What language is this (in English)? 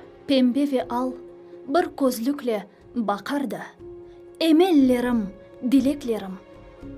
Crimean Tatar